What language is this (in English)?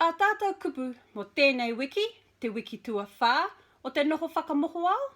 Māori